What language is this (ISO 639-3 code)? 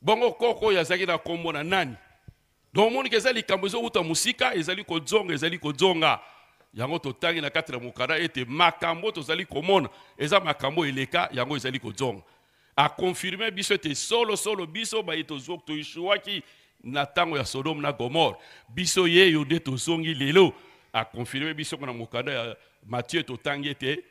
lin